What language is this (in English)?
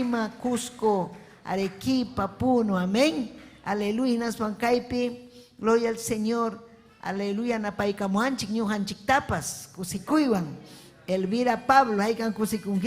Ayacucho Quechua